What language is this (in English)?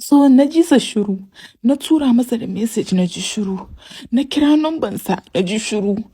Hausa